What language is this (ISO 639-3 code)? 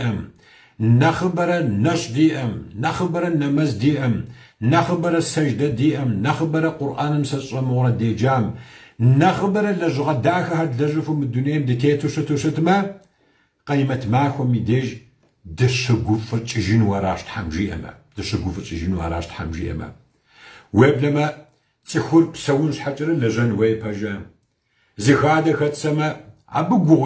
kbd